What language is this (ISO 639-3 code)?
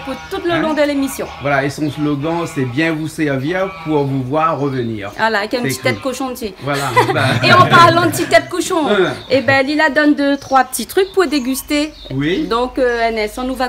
rcf